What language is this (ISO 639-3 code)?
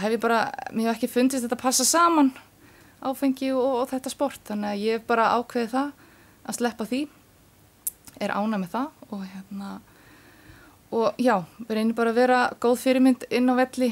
isl